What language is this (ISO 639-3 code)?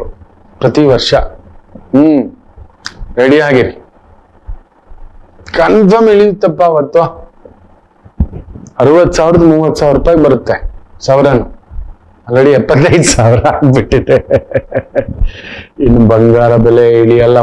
kan